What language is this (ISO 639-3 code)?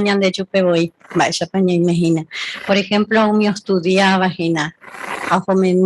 grn